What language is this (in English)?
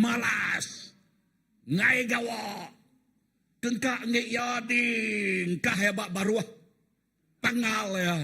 Iban